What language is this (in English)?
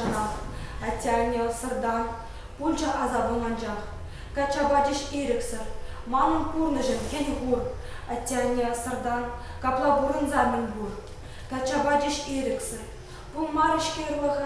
Chuvash